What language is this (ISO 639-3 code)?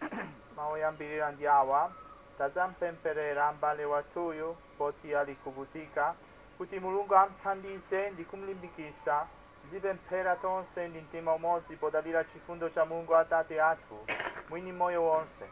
nya